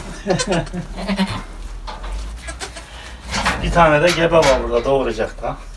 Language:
Turkish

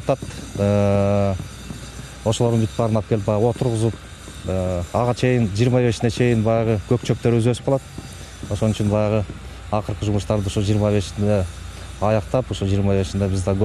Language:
Kyrgyz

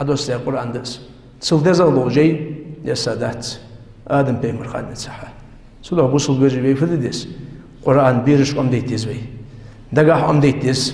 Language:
Ingush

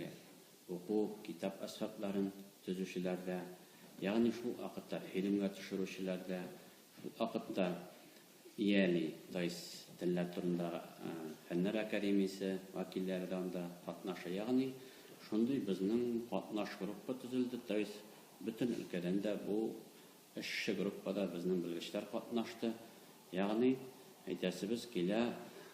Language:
Tatar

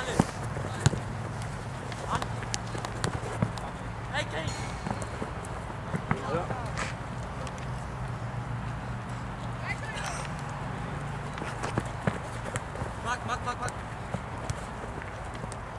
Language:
German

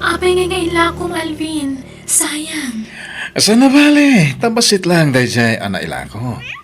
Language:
Iloko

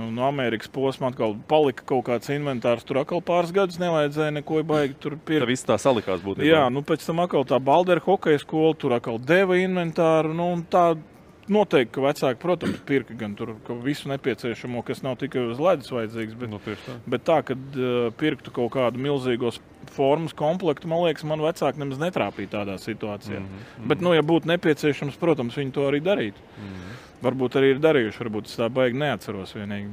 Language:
Latvian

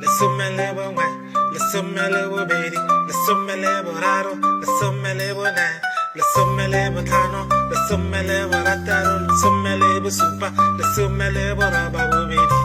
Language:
Tswana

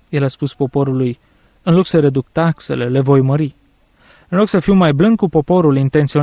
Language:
Romanian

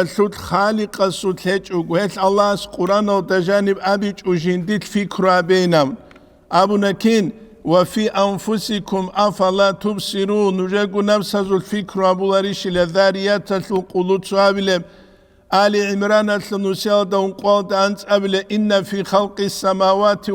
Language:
Avaric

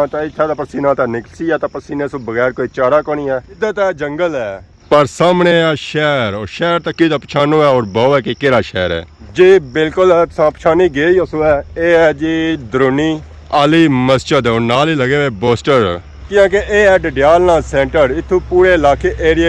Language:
Pahari-Potwari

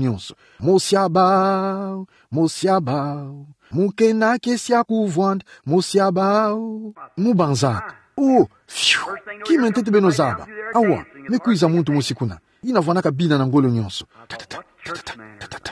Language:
Kituba (Democratic Republic of Congo)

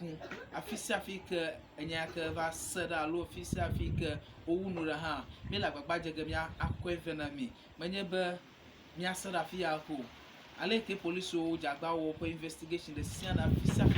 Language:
Ewe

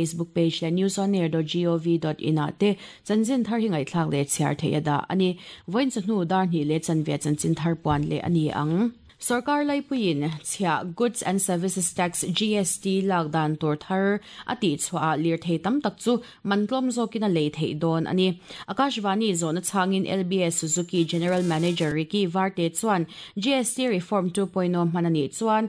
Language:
Mizo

